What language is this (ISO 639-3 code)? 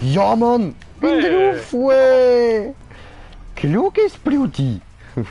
gsw